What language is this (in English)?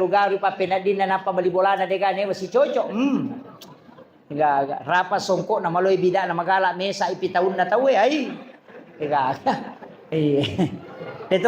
Buginese